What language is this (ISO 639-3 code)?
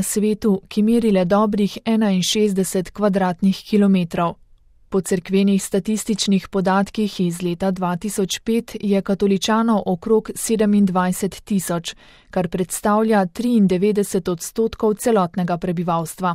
slv